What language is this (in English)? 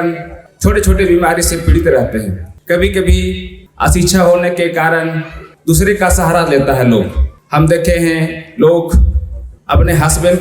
Santali